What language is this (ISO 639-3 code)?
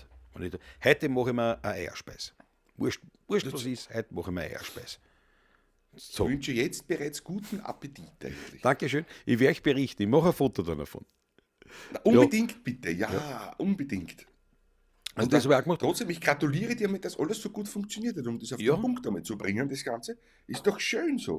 bar